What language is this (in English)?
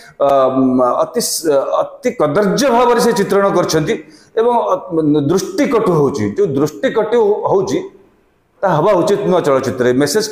Odia